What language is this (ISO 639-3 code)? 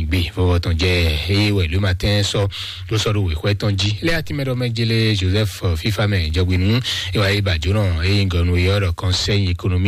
fon